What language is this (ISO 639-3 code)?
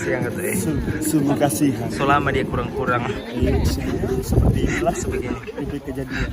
xmm